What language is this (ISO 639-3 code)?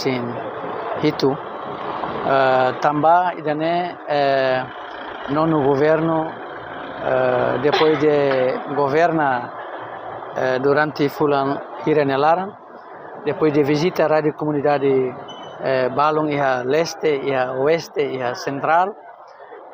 tet